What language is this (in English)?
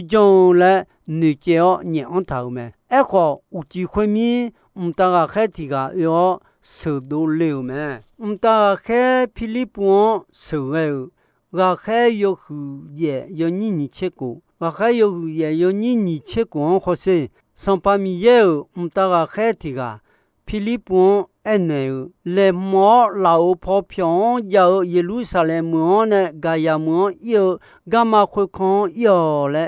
Akha